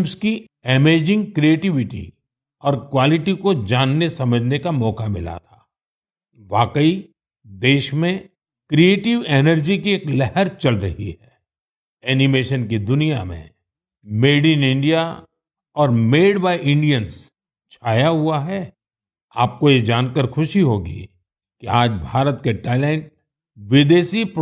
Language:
Hindi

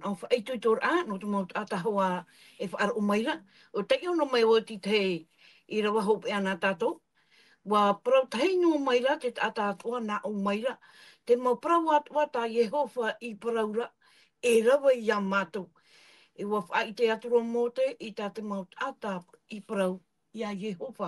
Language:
Tahitian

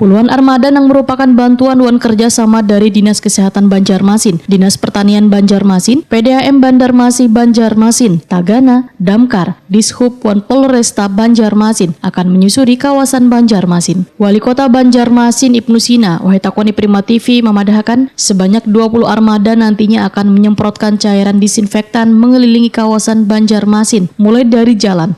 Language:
Banjar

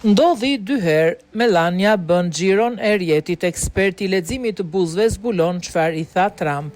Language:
Albanian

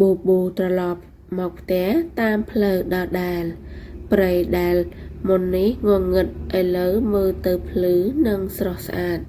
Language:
Khmer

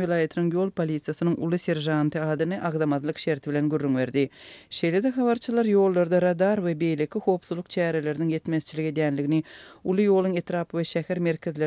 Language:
Turkmen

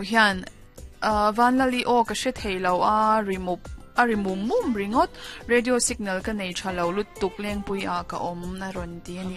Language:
Mizo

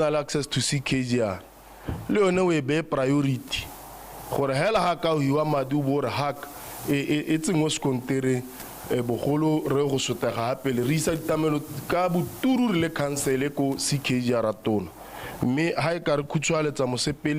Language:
Tswana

